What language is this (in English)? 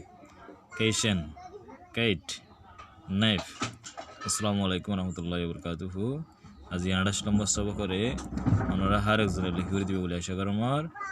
Rohingya